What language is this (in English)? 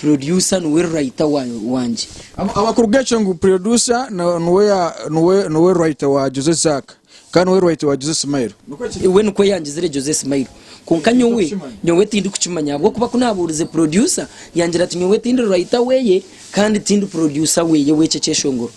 Nyankole